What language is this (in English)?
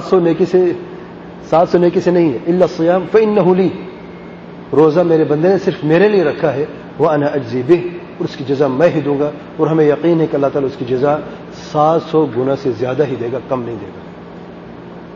Urdu